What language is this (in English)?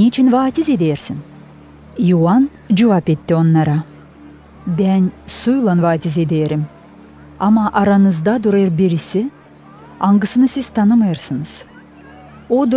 Gagauz